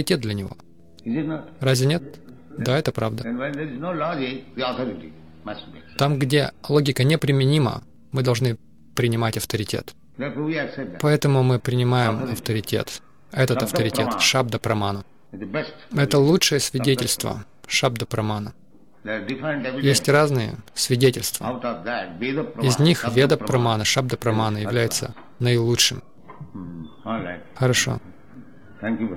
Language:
Russian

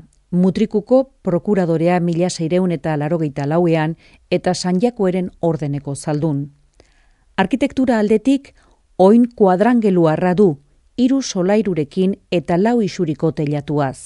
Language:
Basque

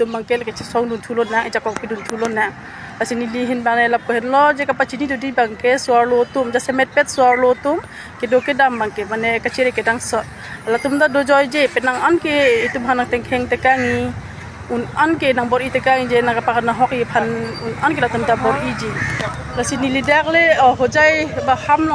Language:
Karbi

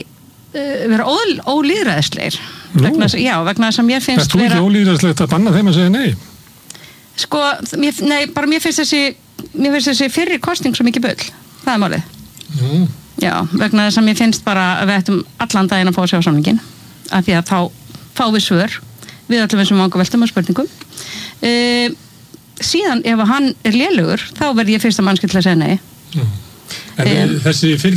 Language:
Icelandic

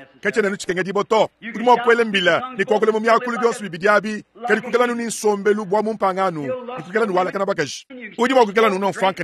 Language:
Luba-Lulua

